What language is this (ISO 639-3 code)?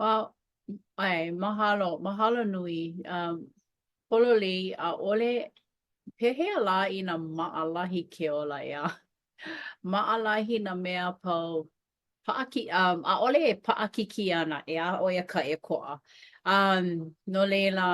haw